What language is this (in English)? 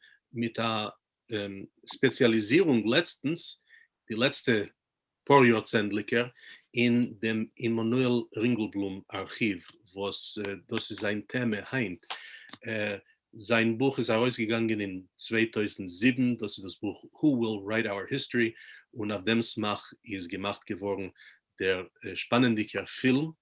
Yiddish